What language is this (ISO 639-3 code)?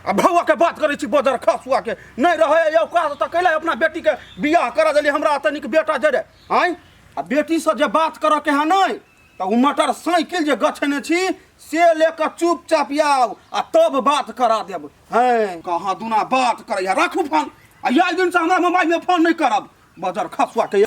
mai